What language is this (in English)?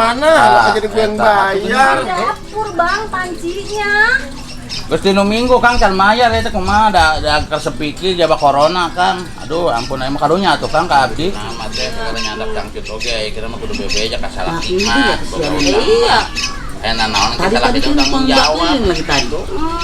Betawi